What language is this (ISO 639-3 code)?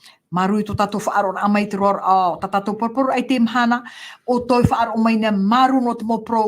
tah